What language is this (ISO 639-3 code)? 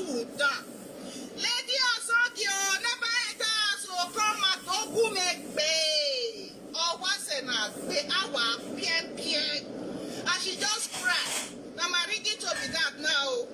pcm